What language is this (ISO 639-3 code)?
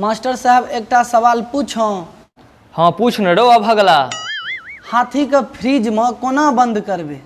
mai